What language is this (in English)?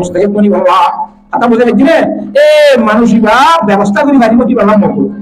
Rohingya